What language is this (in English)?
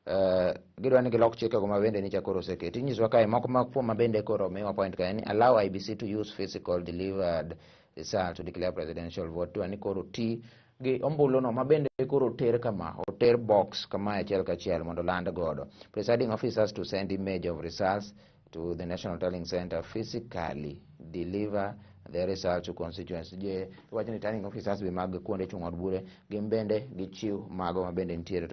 Luo (Kenya and Tanzania)